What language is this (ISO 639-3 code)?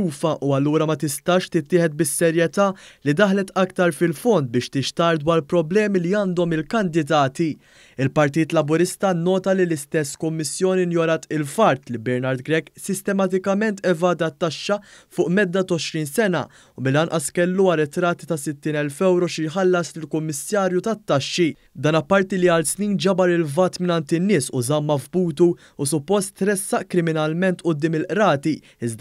mlt